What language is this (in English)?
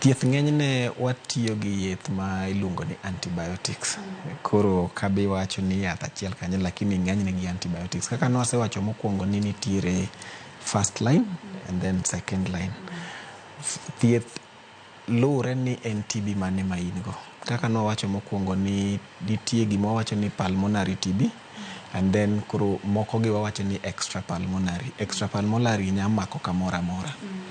Luo (Kenya and Tanzania)